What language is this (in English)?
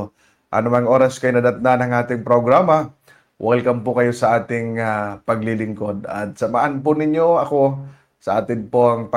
Filipino